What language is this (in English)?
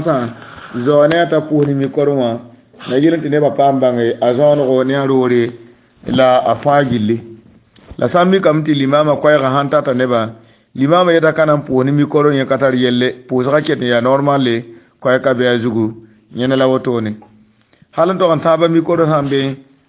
Mossi